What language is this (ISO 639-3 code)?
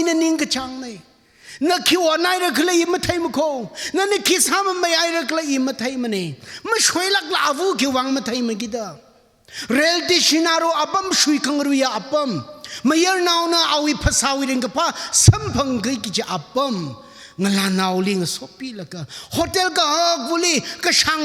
nmf